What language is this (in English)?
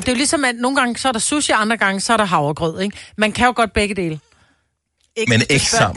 Danish